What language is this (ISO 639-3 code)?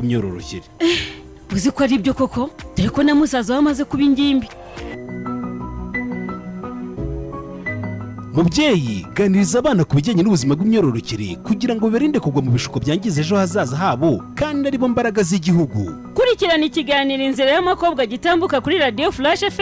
kin